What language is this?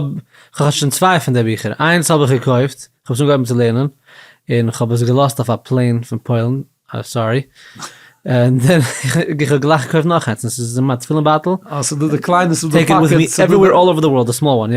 Yiddish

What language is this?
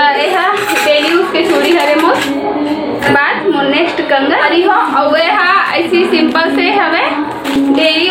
Chhattisgarhi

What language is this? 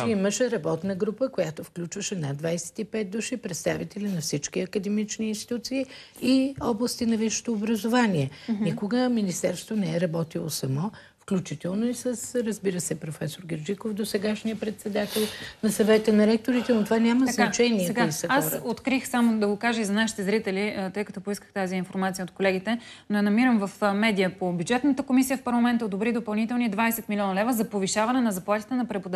Bulgarian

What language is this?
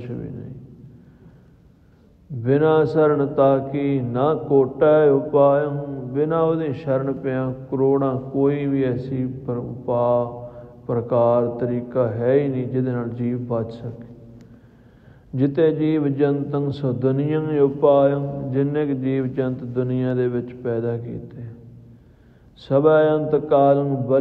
Punjabi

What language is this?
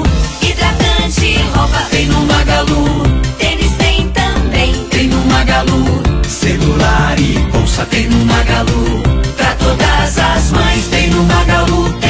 Portuguese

